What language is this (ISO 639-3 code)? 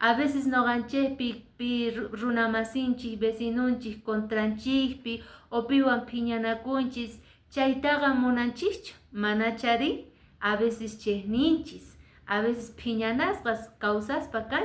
que